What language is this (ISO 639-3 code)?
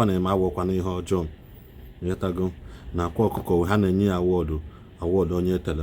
ibo